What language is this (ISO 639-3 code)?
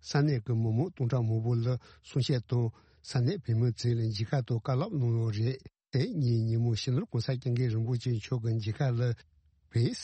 bod